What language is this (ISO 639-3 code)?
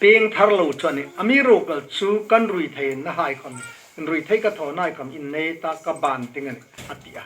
hmr